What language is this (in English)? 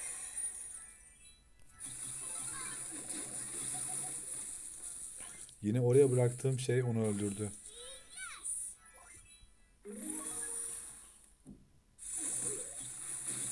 Turkish